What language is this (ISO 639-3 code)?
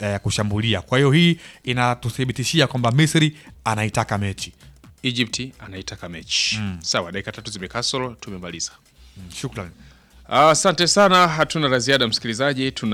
swa